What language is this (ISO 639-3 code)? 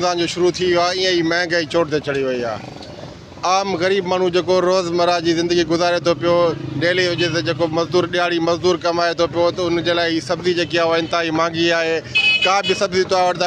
snd